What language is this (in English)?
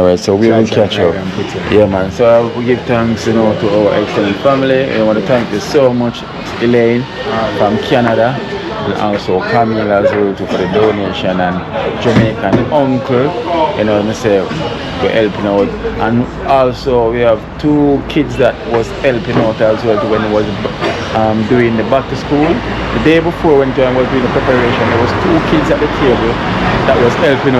Jamaican Creole English